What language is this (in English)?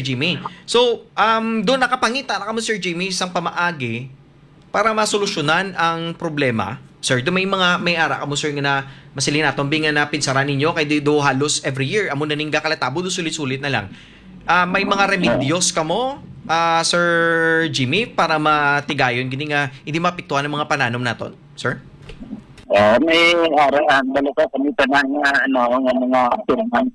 Hiligaynon